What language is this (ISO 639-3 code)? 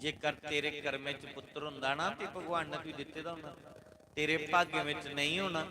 doi